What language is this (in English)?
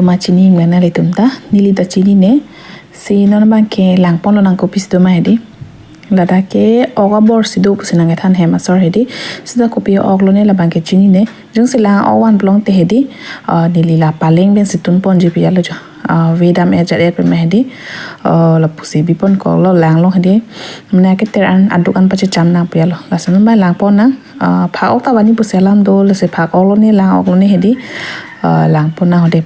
Karbi